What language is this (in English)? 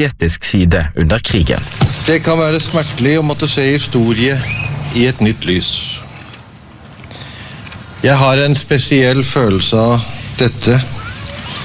Norwegian